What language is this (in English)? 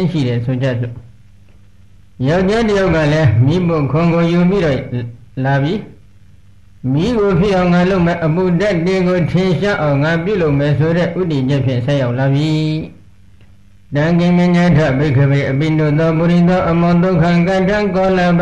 Burmese